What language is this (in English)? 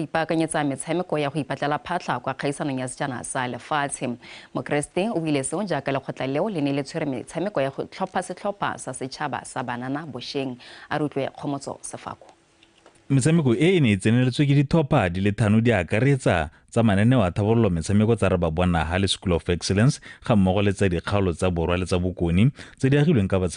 Tswana